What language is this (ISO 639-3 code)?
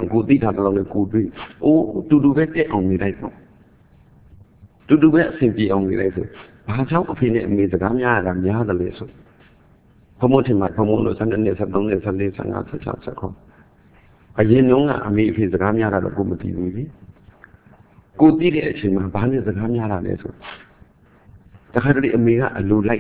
mya